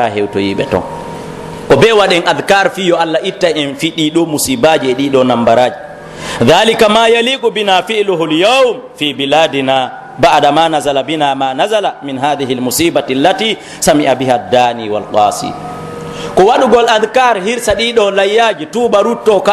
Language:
Pular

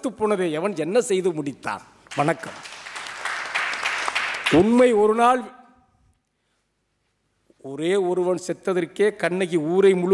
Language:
Tamil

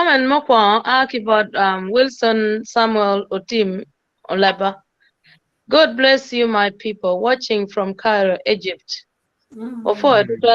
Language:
Acoli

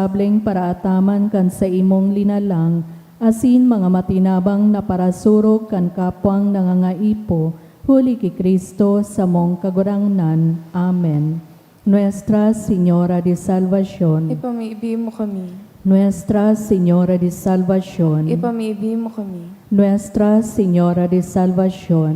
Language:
Bikol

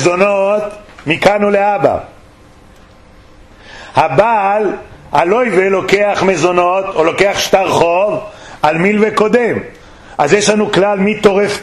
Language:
Hebrew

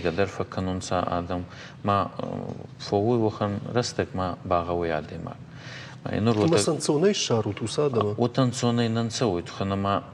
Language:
Ossetic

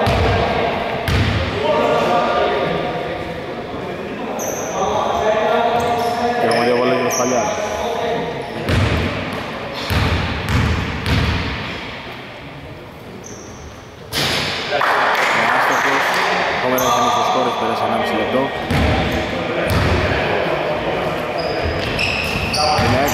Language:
Greek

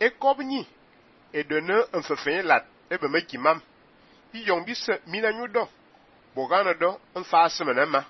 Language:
Fang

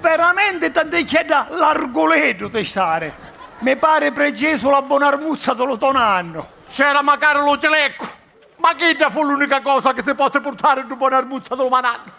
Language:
Sicilian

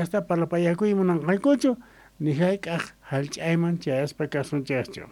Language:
South Bolivian Quechua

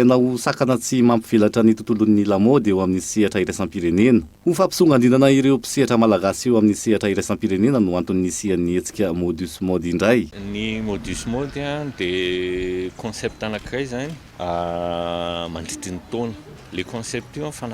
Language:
Malagasy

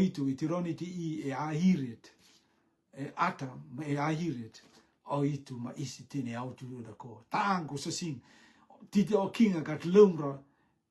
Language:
Rotuman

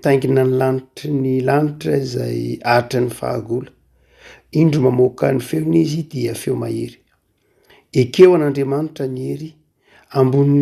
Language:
Malagasy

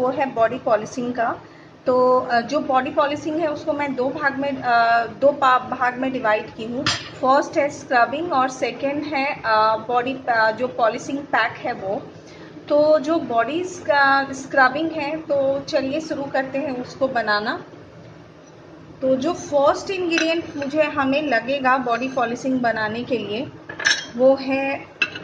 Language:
Hindi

